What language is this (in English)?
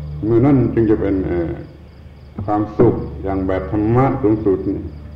Thai